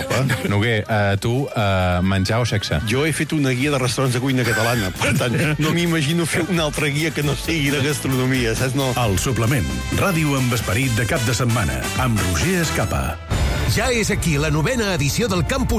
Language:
Catalan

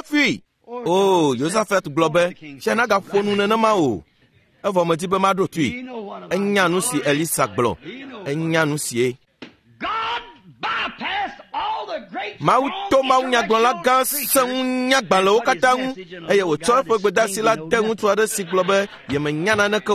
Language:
Ewe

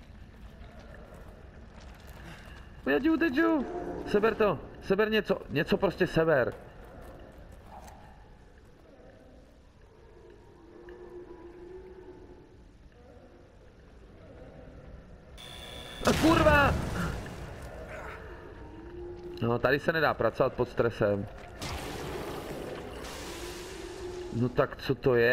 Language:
Czech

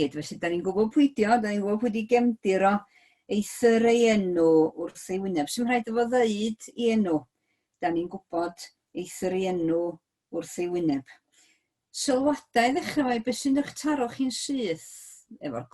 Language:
Welsh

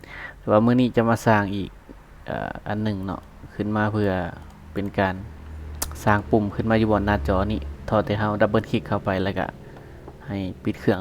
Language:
Lao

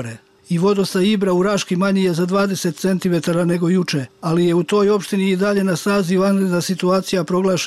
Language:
Serbian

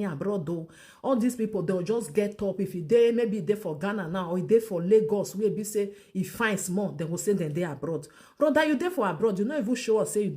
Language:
Nigerian Pidgin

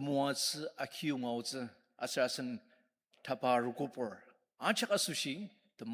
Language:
Ao Naga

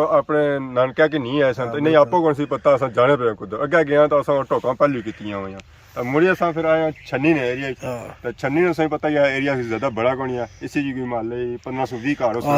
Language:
Pahari-Potwari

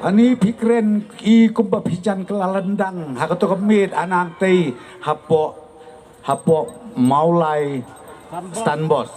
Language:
Khasi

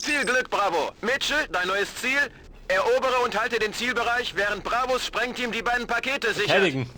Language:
Bavarian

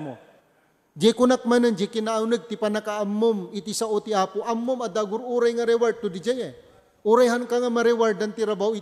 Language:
Iloko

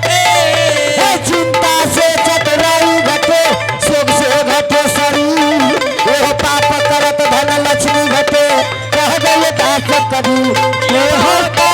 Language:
Angika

